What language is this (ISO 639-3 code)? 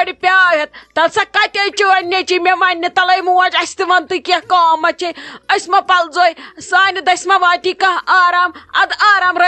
kas